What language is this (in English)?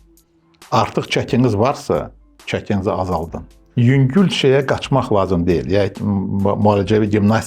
Azerbaijani